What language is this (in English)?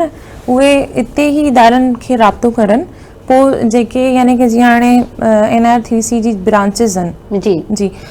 Sindhi